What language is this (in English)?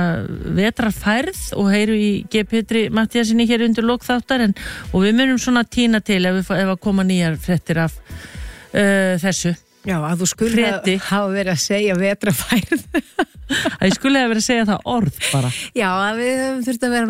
Icelandic